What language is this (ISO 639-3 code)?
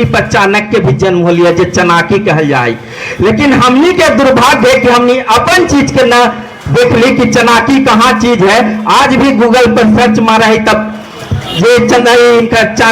mag